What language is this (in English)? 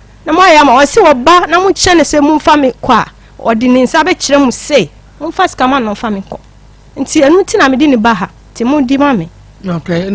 Akan